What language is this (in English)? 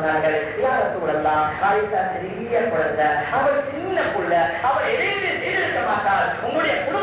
Tamil